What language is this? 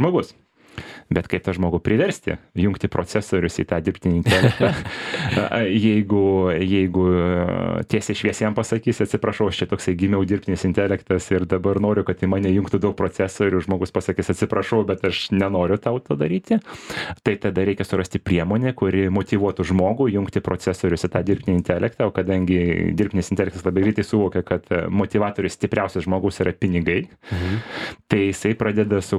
Lithuanian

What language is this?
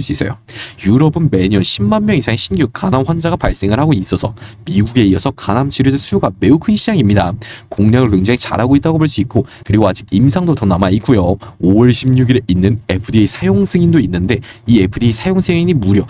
Korean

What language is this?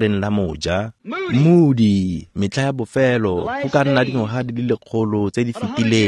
Tswana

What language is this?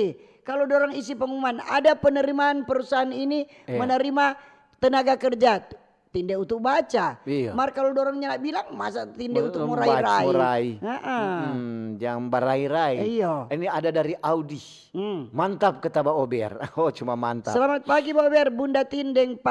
Manado Malay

